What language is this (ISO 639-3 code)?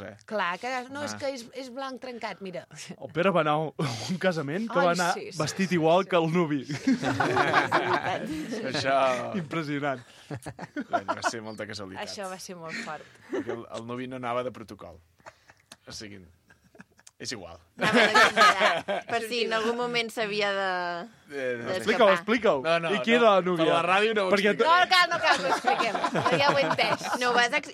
cat